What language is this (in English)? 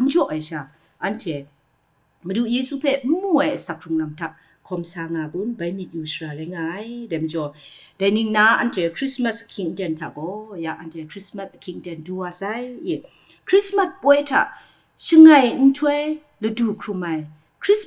Kachin